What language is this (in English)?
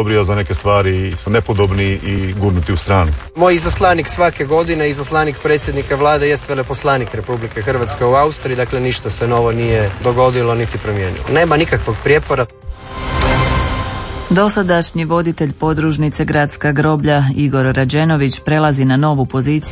Croatian